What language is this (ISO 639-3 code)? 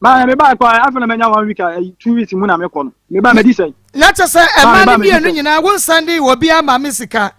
aka